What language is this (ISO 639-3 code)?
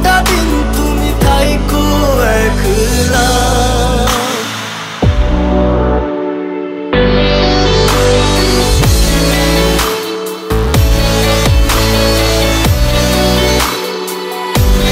ben